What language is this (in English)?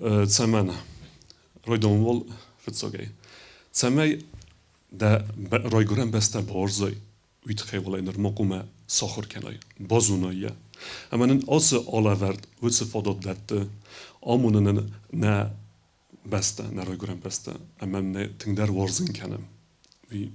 Ossetic